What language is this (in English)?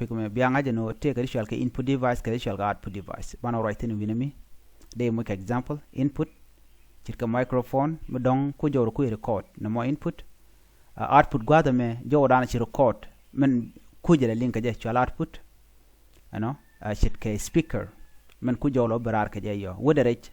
Nuer